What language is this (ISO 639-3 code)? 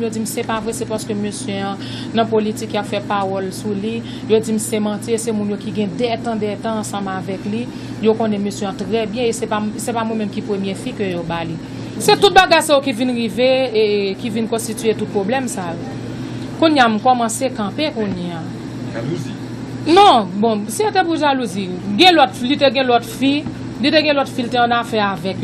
hat